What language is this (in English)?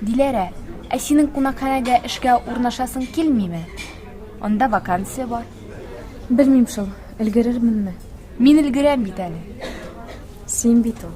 Tatar